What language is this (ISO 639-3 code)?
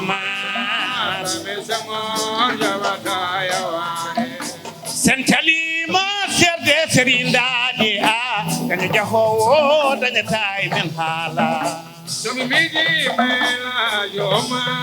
ful